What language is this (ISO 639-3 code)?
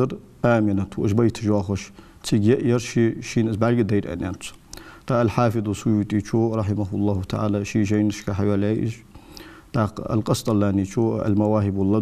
inh